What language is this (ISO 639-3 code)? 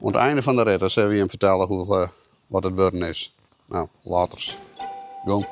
fry